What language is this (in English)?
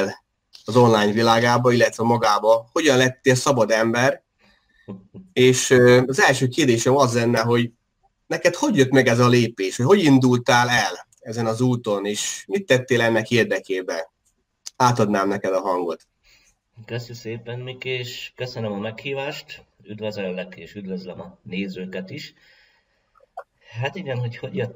Hungarian